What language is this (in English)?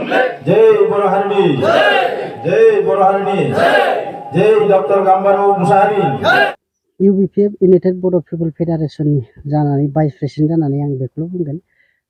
Bodo